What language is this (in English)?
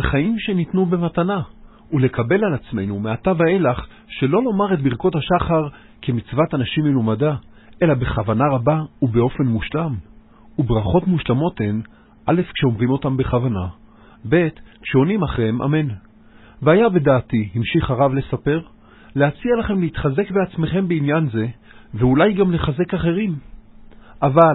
Hebrew